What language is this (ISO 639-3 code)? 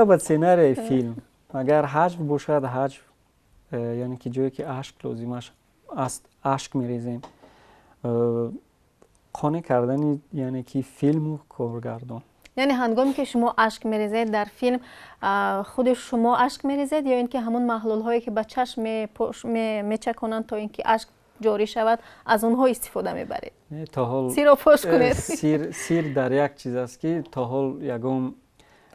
tgk